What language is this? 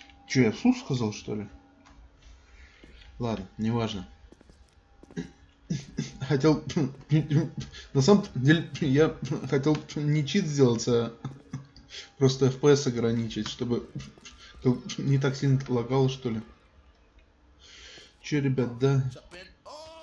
Russian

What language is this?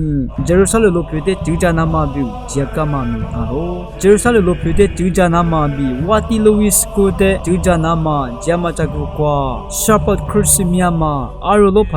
Lisu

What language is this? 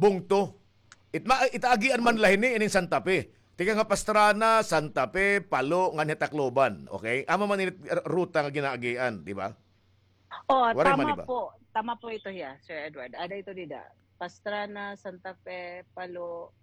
Waray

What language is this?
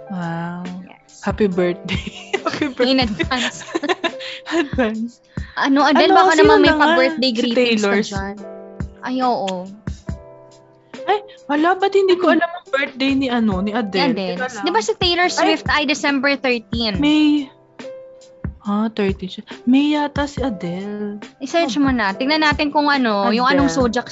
Filipino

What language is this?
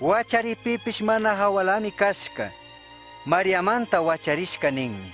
Chimborazo Highland Quichua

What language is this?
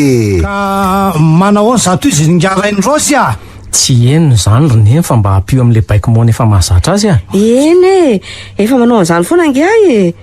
Malagasy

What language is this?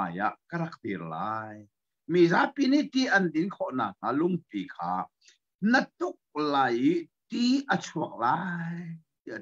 Hakha Chin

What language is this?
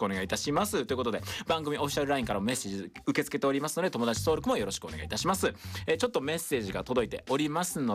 Japanese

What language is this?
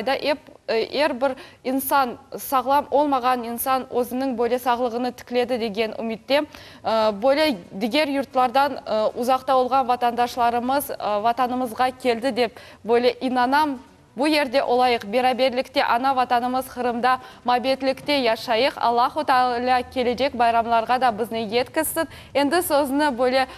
Crimean Tatar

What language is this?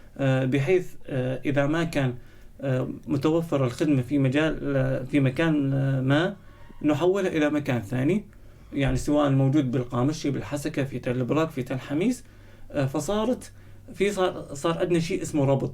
North Levantine Arabic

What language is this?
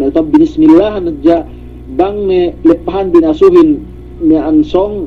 Yakan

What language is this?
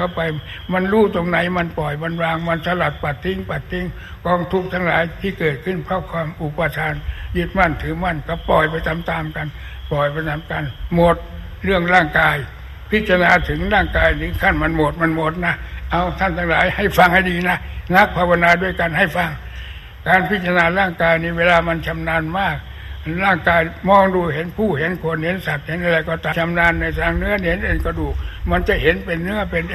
Thai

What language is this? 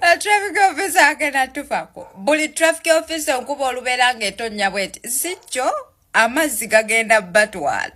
Ganda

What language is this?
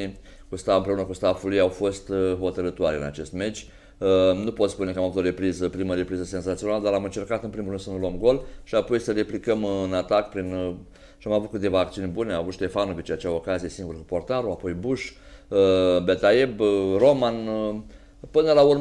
Romanian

